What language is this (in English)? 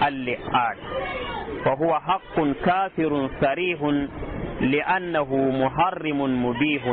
Fula